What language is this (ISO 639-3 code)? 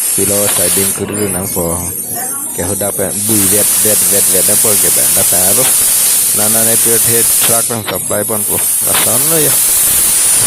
mjw